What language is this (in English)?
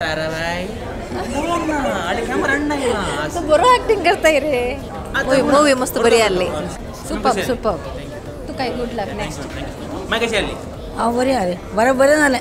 Konkani